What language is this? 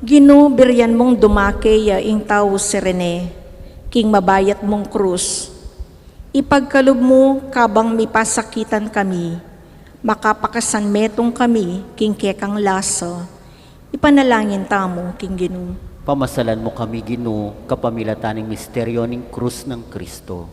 Pampanga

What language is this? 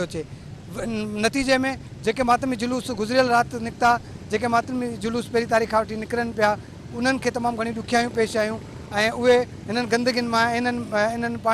Sindhi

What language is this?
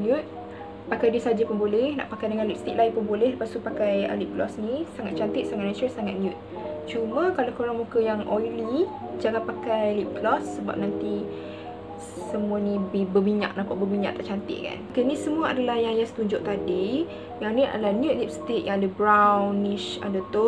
Malay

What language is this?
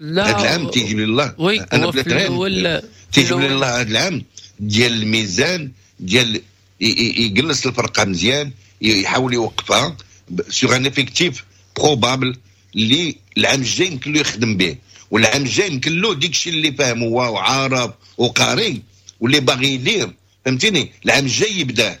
Moroccan Arabic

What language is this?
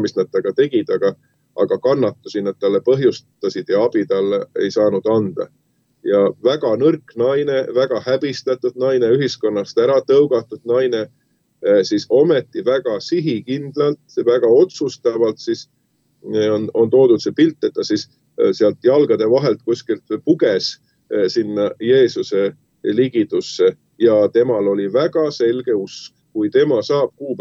Estonian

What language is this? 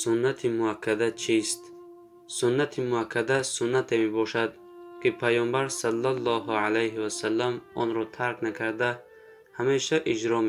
Tajik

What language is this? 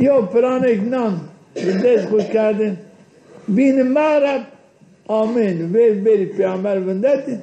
Zaza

